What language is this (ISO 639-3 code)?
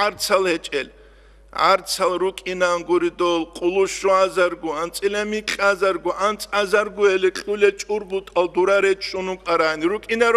ava